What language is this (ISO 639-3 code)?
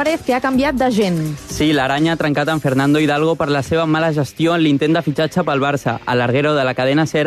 cat